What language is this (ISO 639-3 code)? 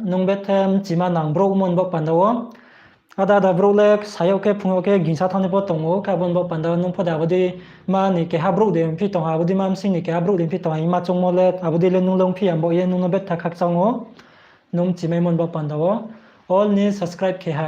ria